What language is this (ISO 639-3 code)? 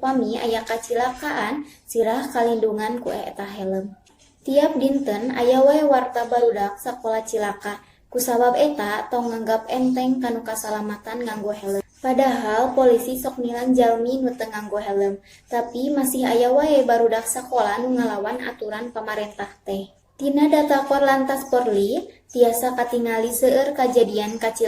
sun